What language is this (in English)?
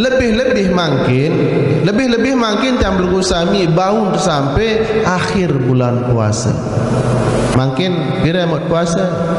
Sasak